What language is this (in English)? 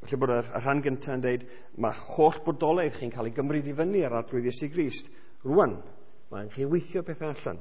Welsh